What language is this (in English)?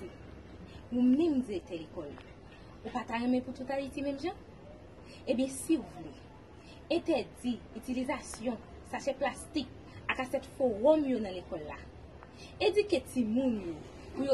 Haitian Creole